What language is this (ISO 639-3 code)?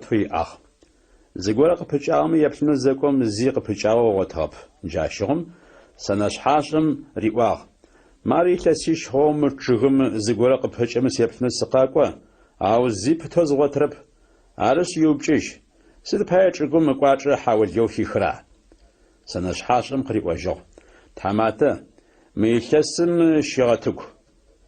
ady